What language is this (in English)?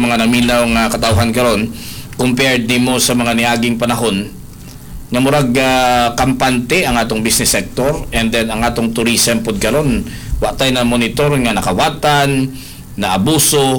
Cebuano